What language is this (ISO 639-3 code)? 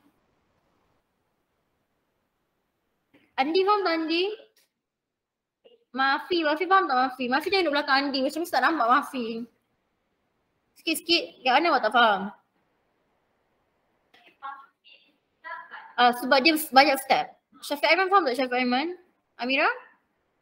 msa